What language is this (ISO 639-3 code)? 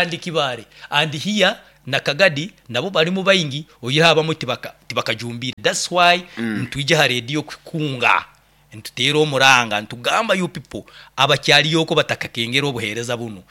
nyo